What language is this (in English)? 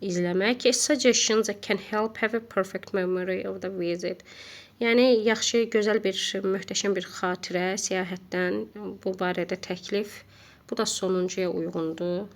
Azerbaijani